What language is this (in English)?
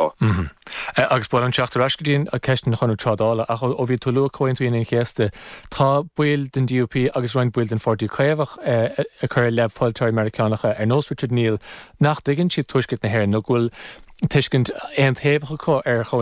Irish